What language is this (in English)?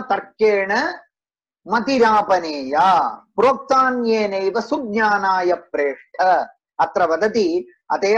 Sanskrit